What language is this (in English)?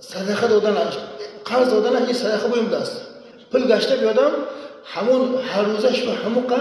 Tajik